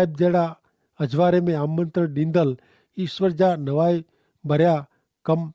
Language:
Kachhi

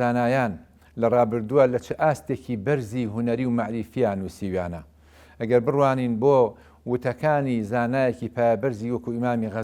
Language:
Central Kurdish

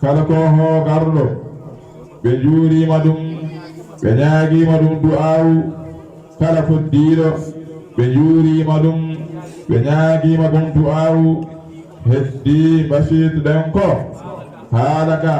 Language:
Fula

